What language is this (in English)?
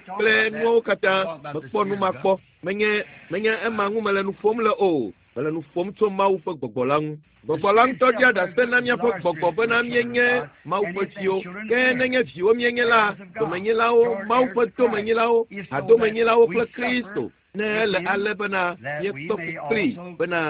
Ewe